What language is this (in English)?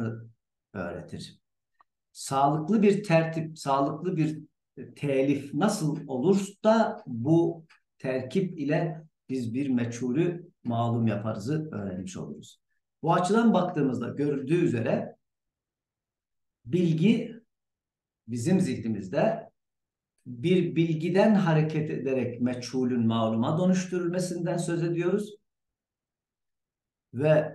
Turkish